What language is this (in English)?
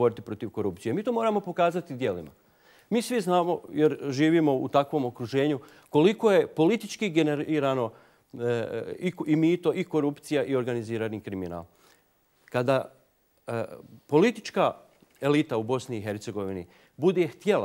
Bosnian